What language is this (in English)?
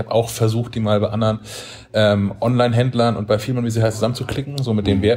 German